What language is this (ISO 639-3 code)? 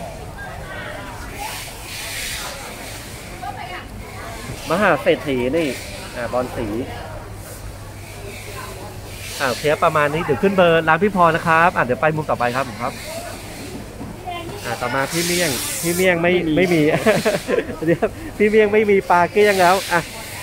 tha